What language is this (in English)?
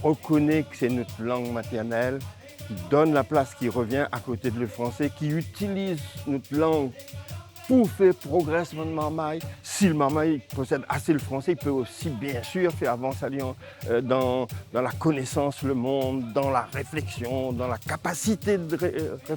Réunion Creole French